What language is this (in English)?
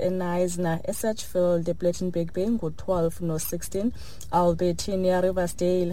Xhosa